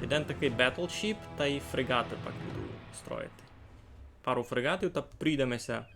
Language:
Rusyn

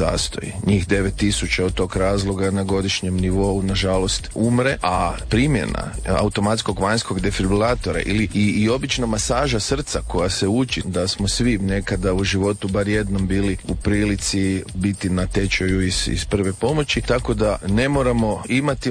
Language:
Croatian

